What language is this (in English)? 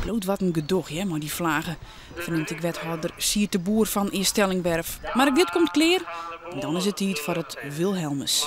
Western Frisian